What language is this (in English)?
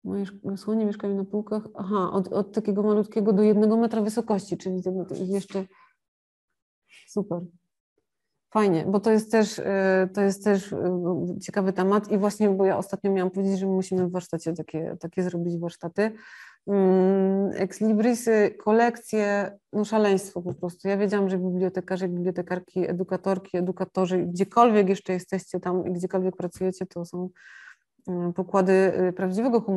Polish